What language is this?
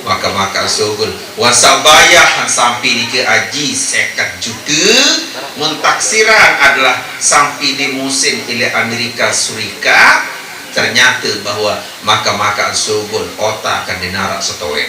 Sasak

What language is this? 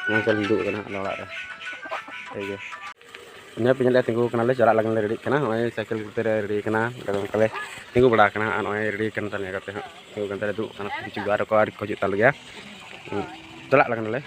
Santali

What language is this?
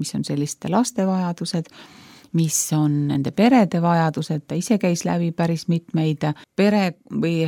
Estonian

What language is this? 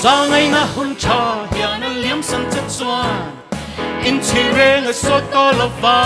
Mizo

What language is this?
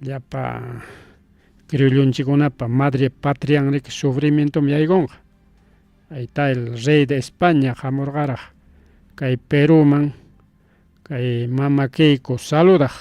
Ayacucho Quechua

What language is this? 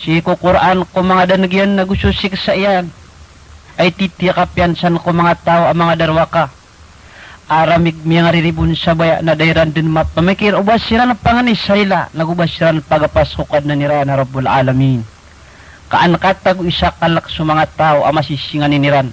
Maranao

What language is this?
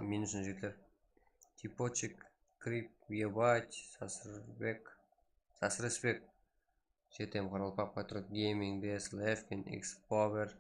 Kara-Kalpak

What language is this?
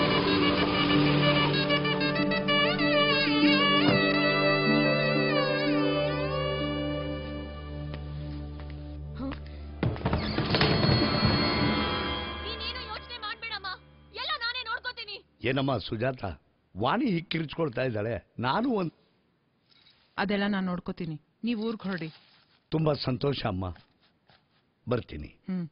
Kannada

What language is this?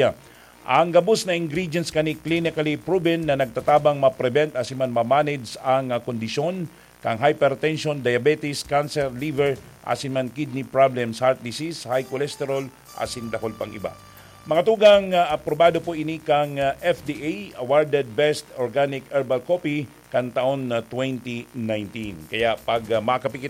Bikol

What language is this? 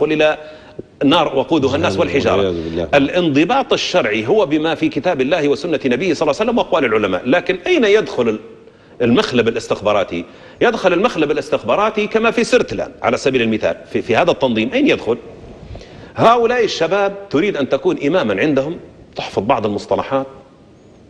Arabic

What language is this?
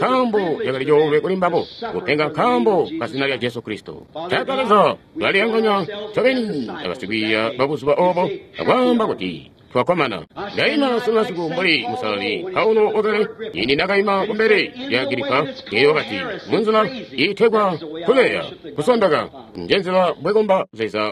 Tonga (Zambia)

